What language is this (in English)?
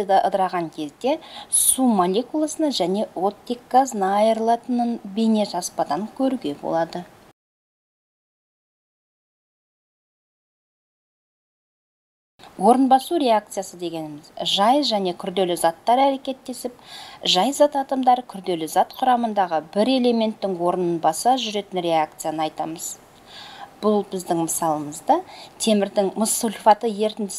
Kazakh